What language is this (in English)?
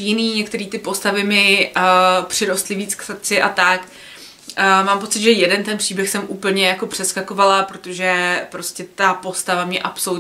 Czech